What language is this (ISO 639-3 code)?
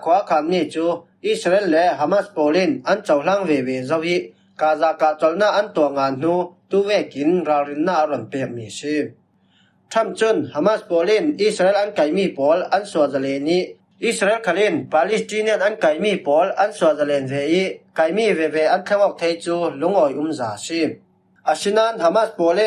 cfm